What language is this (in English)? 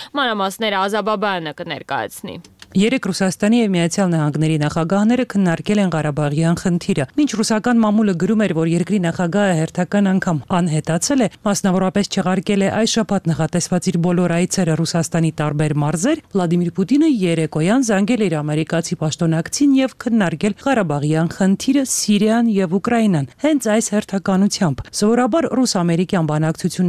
Armenian